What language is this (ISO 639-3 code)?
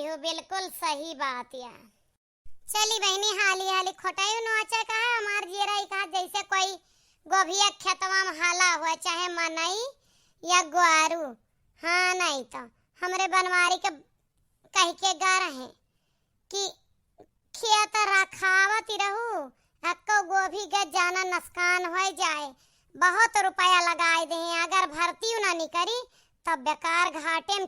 awa